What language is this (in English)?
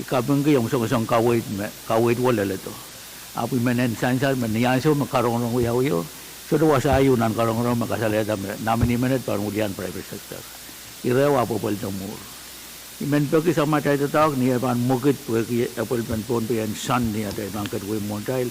Pohnpeian